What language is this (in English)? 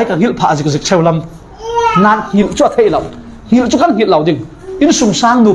Falam Chin